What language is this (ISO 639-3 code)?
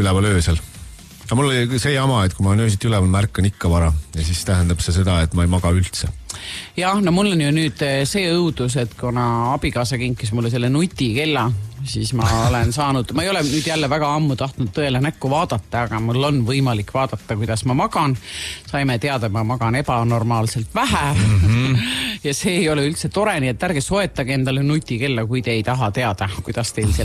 est